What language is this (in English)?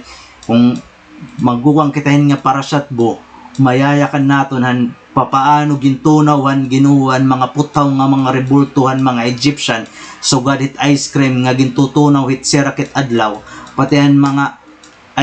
Waray